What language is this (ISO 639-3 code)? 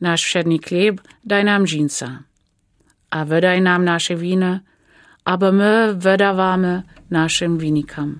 dsb